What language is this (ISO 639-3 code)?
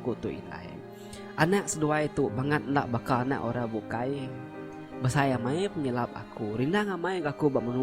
iba